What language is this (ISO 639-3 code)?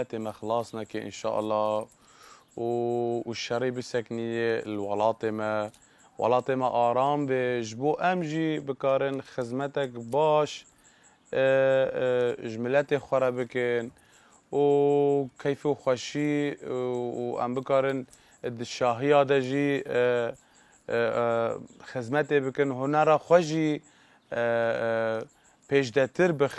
kur